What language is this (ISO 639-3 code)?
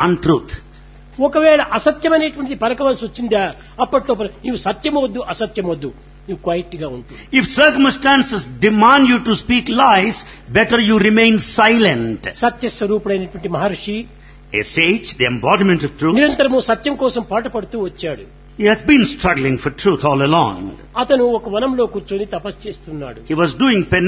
tel